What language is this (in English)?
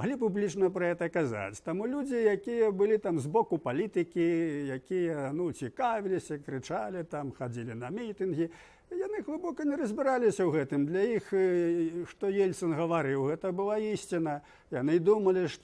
Belarusian